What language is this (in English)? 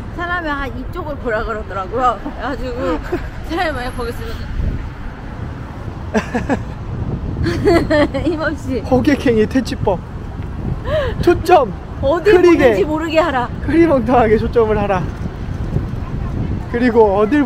Korean